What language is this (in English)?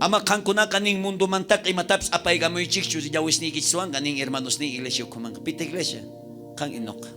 South Bolivian Quechua